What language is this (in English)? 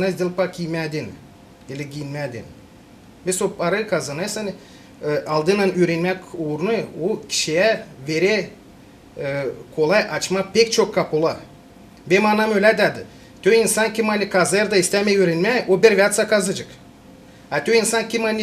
Gagauz